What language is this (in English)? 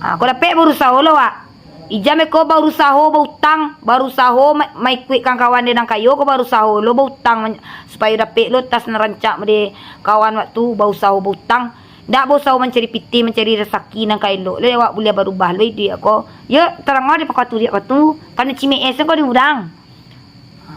Minangkabau